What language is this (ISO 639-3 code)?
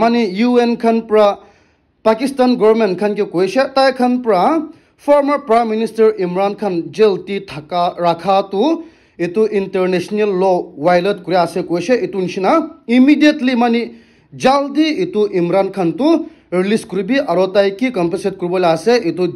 nag